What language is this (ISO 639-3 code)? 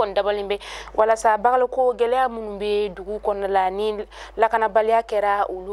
bam